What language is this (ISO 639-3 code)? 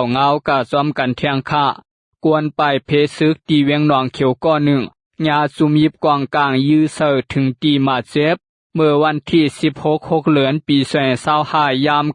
shn